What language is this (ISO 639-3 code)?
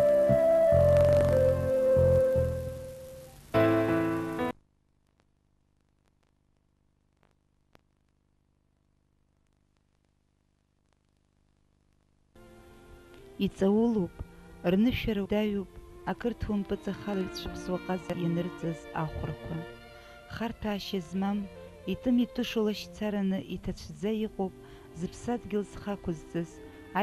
abk